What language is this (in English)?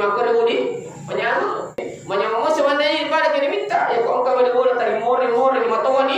Buginese